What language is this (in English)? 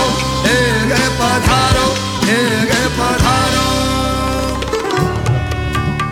Hindi